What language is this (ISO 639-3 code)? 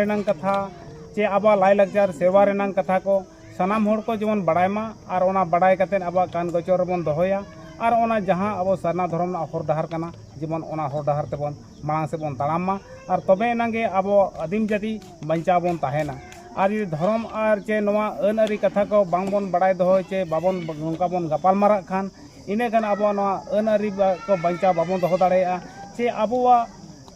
sat